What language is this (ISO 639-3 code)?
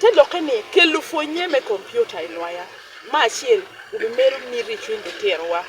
ach